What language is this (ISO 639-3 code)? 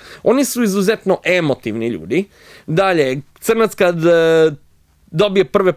srp